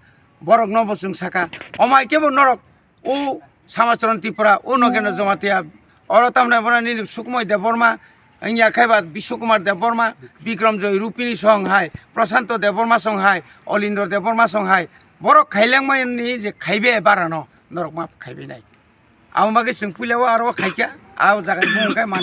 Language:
Kok Borok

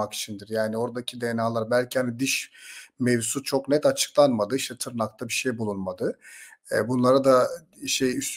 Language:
Turkish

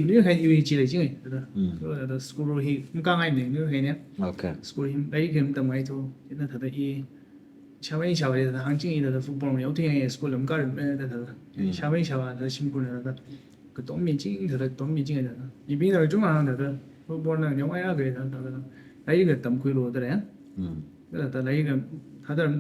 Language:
Tangkhul Naga (India)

